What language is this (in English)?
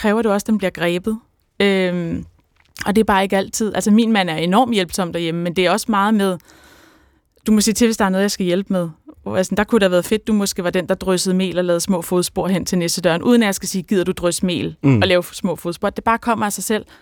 Danish